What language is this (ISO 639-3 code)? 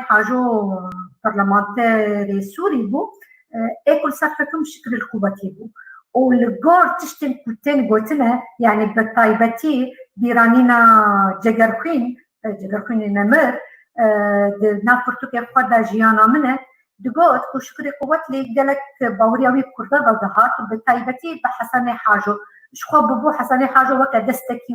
kur